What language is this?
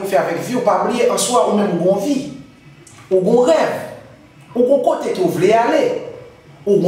Haitian Creole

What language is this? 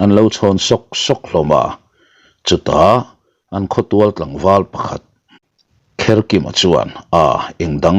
Mizo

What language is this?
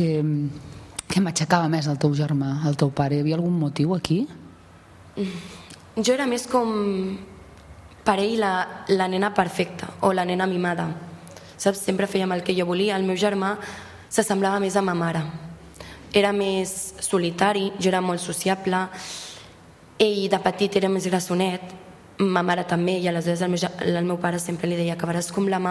Catalan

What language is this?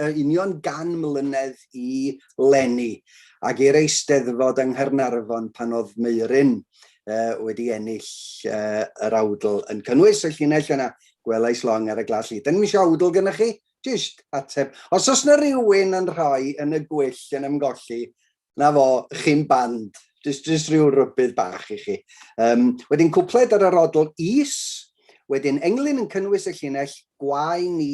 Welsh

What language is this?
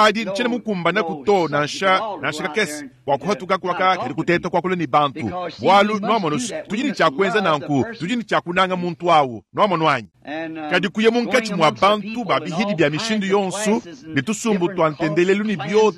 Luba-Lulua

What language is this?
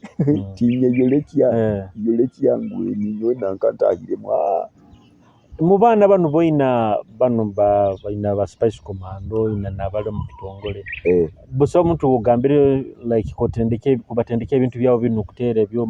Nyoro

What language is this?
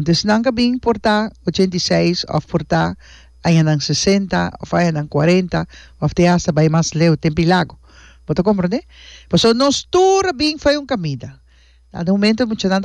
Papiamento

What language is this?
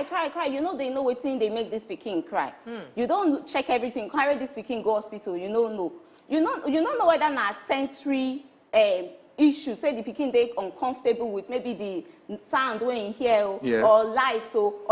Nigerian Pidgin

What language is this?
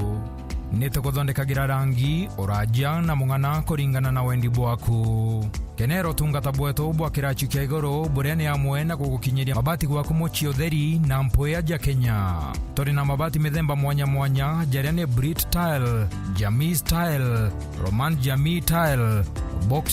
Meru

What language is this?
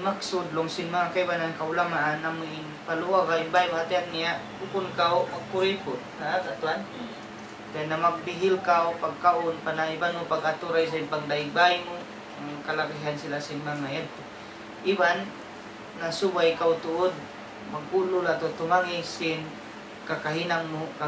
Tausug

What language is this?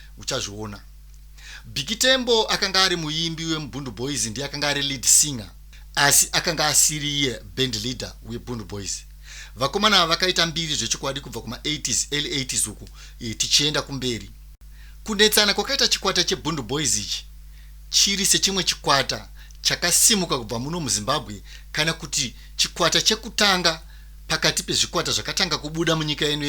Shona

